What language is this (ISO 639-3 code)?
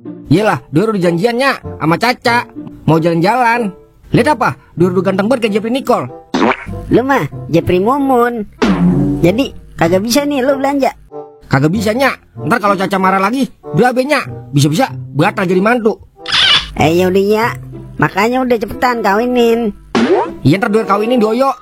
bew